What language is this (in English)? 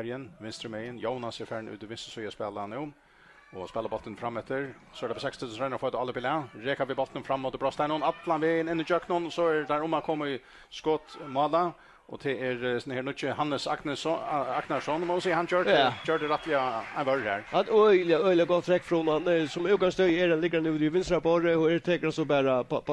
Faroese